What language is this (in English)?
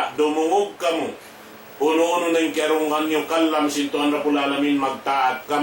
Tausug